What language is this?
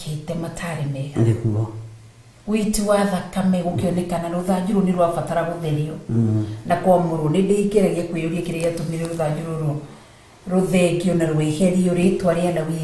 Kikuyu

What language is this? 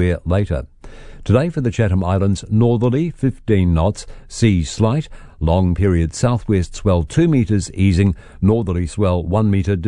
English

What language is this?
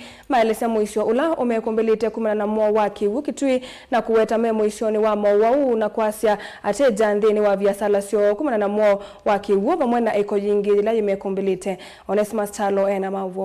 Kamba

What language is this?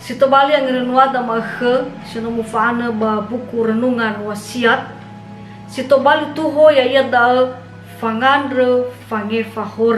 Nias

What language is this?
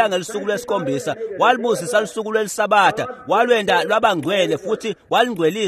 Swati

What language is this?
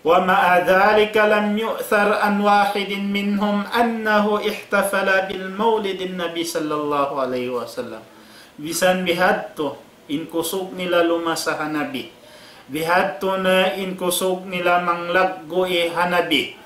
Tausug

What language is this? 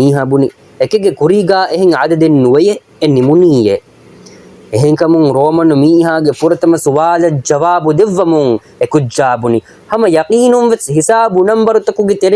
Divehi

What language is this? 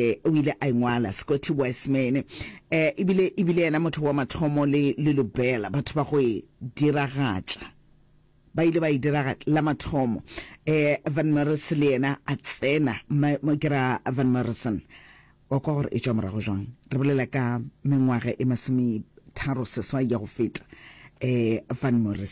Northern Sotho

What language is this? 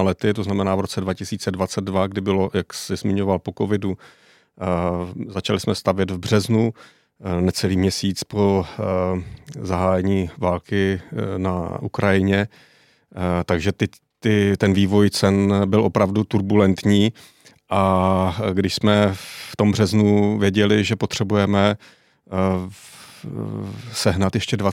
Czech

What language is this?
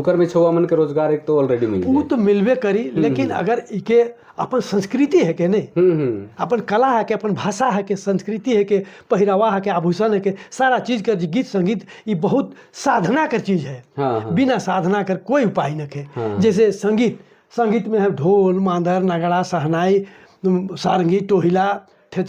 Sadri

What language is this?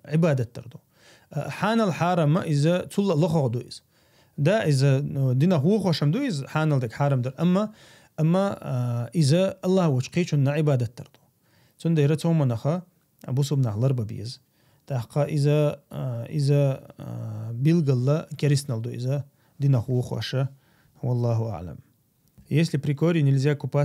Chechen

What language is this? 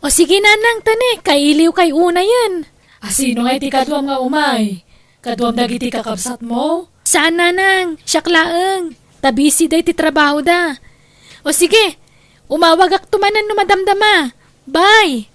Iloko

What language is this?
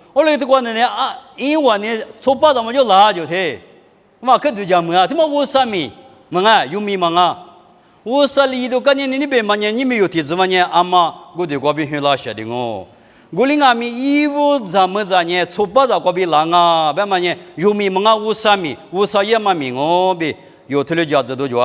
Lisu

